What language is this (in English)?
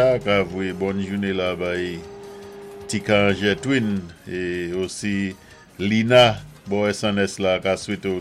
Saint Lucian Creole French